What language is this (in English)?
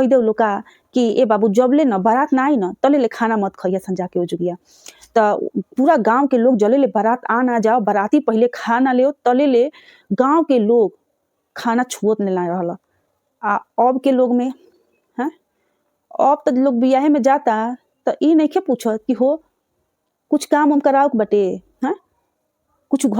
Bhojpuri